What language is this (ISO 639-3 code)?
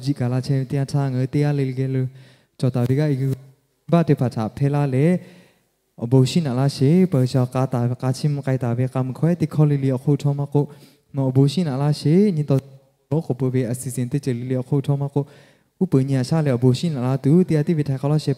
lhu